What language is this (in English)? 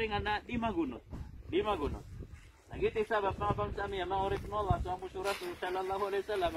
Maranao